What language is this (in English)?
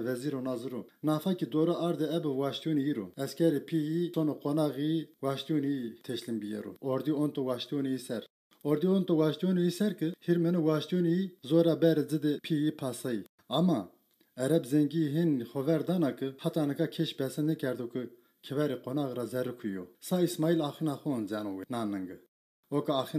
Zaza